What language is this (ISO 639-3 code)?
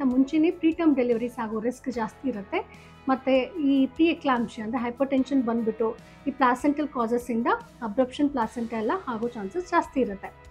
kan